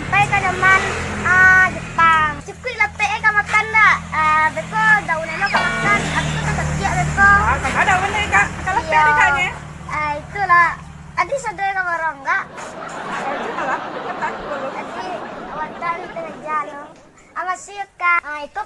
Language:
Minangkabau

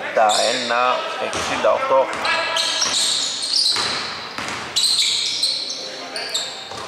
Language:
Greek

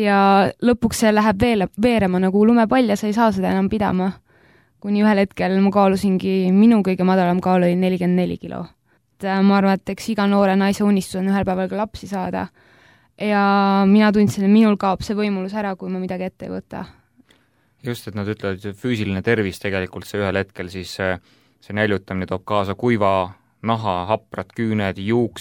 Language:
Estonian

